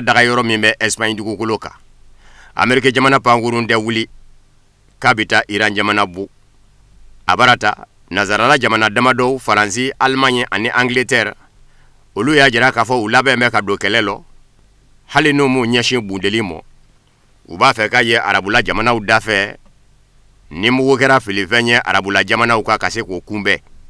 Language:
Bambara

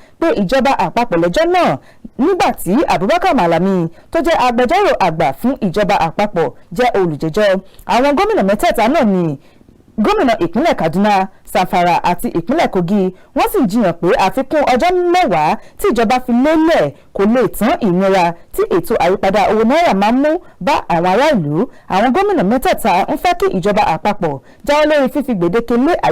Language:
Yoruba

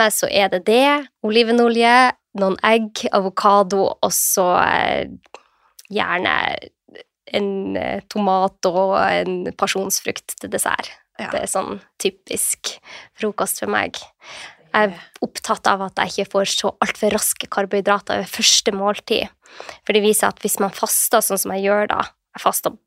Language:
Norwegian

